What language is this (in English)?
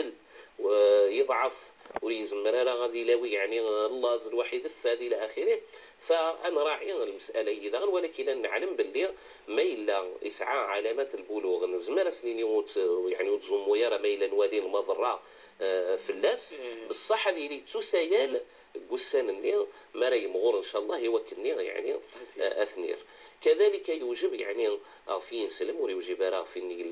Kabyle